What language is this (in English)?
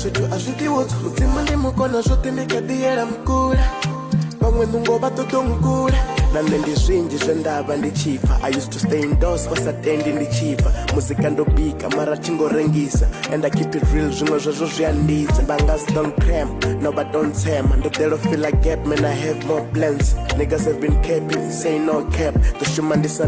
Venda